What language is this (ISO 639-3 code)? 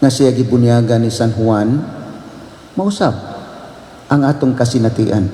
ceb